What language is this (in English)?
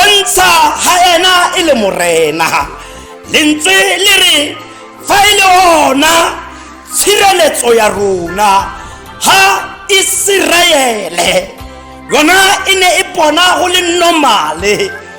Tswana